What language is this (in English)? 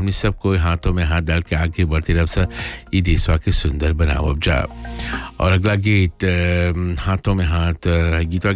Bhojpuri